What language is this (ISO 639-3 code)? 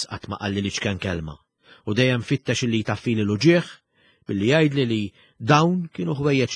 mlt